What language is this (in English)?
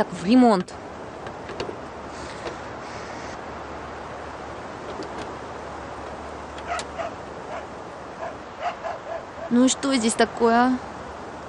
Russian